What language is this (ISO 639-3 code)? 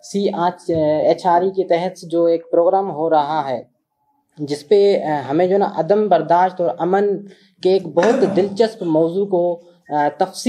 urd